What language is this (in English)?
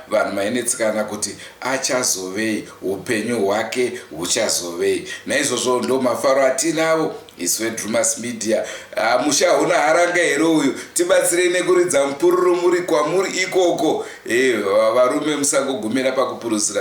Shona